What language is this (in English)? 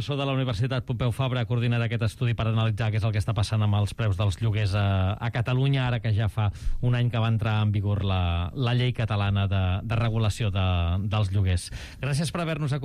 Catalan